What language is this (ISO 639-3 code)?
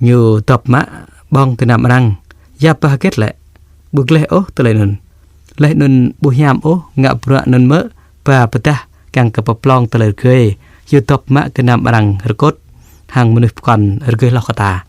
jra